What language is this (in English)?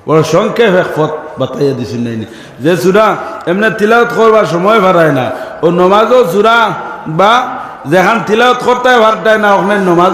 Sylheti